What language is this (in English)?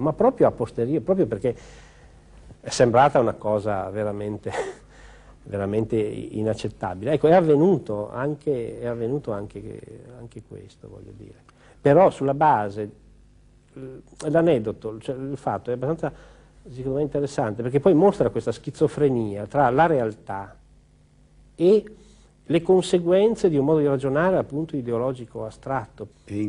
Italian